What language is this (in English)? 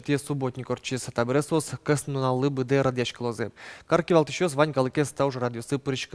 Udmurt